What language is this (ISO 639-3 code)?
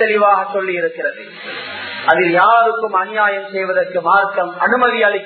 tam